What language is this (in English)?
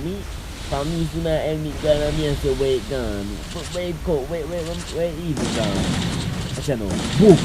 Jamaican Creole English